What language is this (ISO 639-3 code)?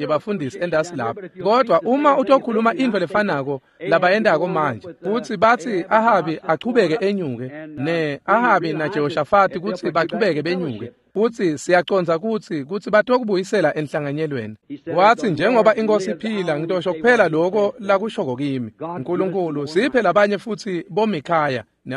ssw